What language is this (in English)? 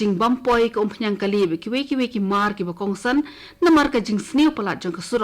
Khasi